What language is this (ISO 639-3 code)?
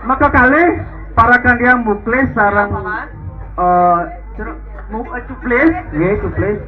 ban